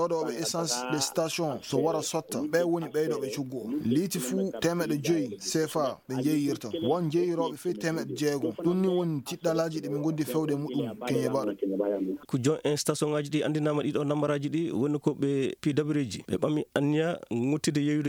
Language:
Maasina Fulfulde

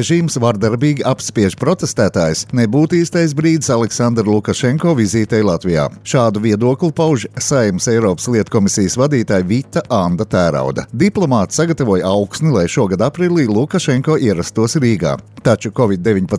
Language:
Latvian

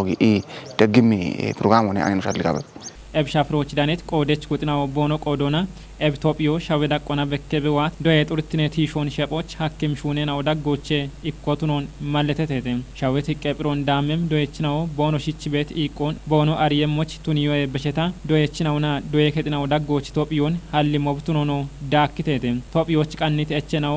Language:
Kafa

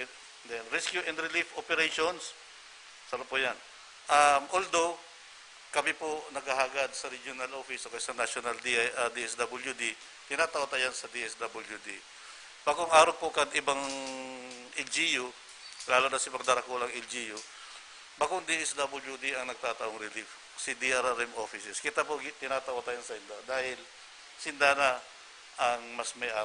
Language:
Bikol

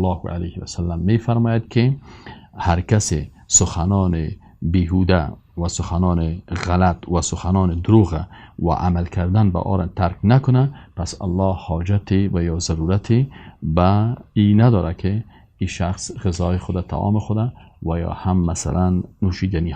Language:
Persian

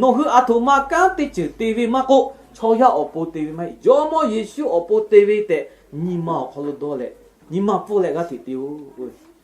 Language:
Lahu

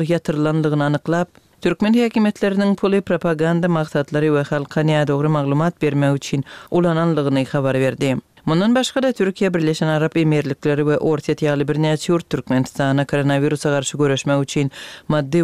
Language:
Turkmen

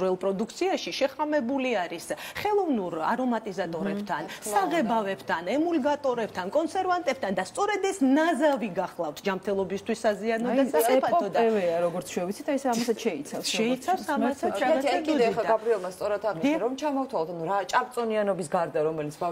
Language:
Georgian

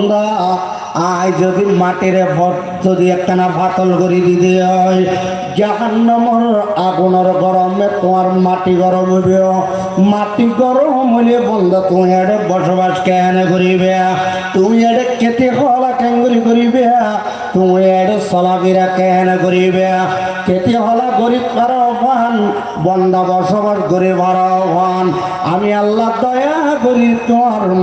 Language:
Rohingya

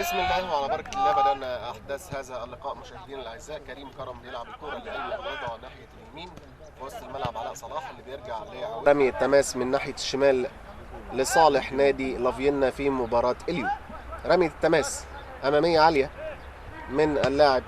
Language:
Egyptian Arabic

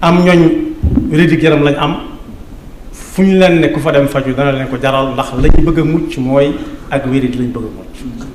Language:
Wolof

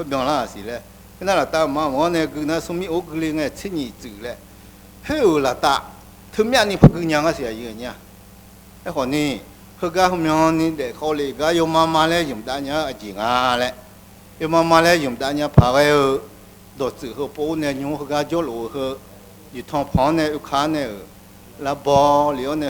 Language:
Akha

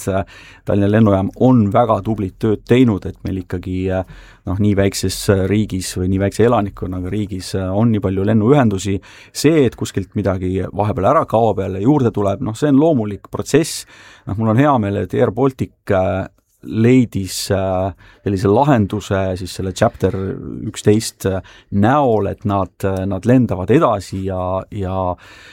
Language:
Estonian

